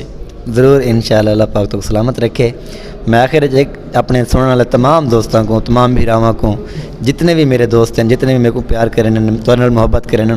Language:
Saraiki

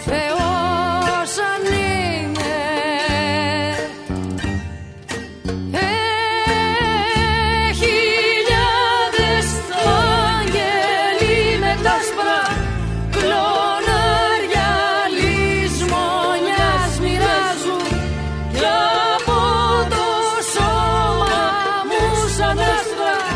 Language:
Greek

